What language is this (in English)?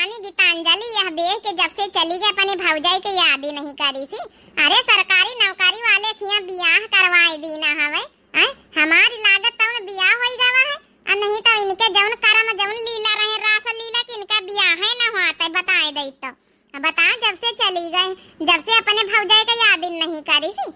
Awadhi